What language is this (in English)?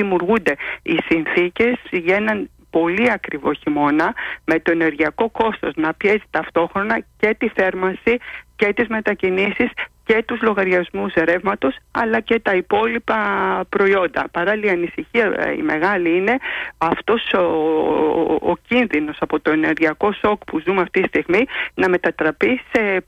Greek